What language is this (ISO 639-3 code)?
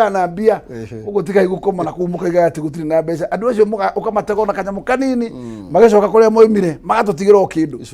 kik